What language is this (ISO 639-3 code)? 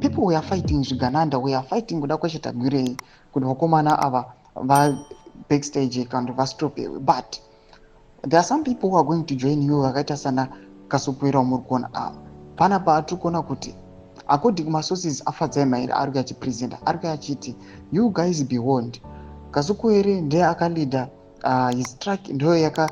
sna